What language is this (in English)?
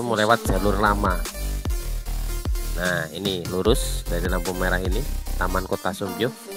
Indonesian